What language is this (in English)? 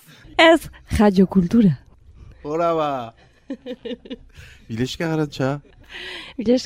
Basque